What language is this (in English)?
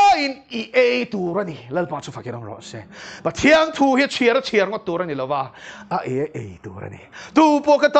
Mizo